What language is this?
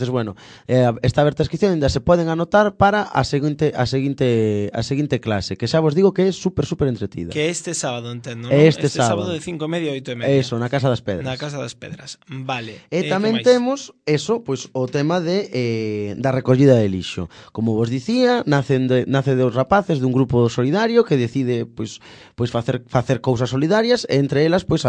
Galician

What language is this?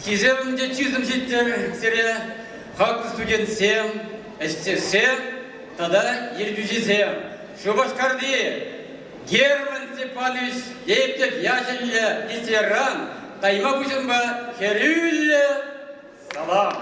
Chuvash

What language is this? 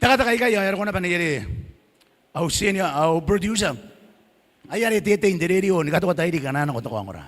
Gilbertese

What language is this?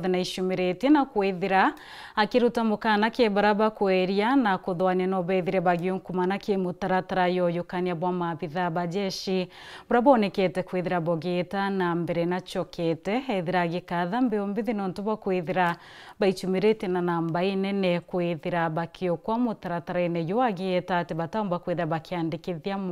Meru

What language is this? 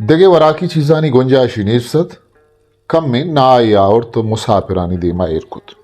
Baluchi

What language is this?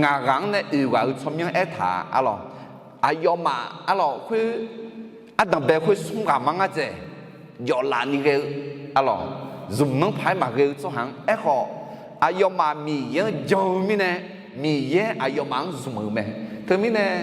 Akha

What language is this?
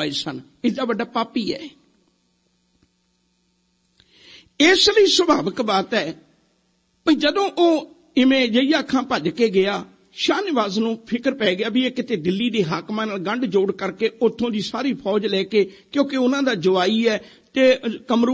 Punjabi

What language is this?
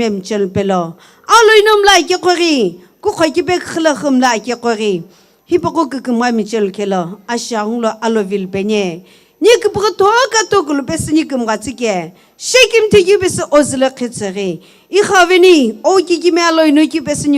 Sumi Naga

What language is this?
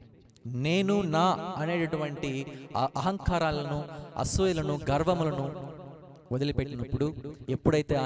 Telugu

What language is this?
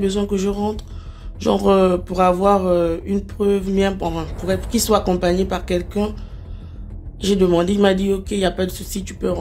French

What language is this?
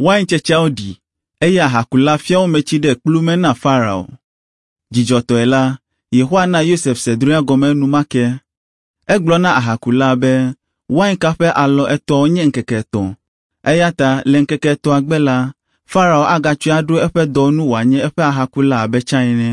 Ewe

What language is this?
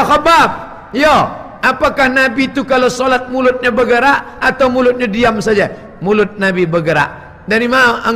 Minangkabau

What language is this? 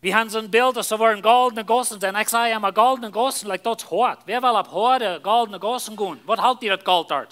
Plautdietsch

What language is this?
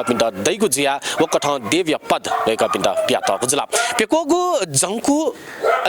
Newari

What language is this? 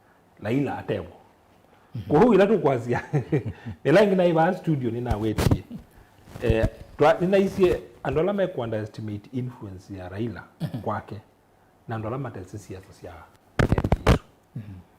Kamba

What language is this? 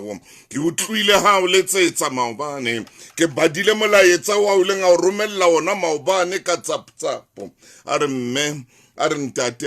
Southern Sotho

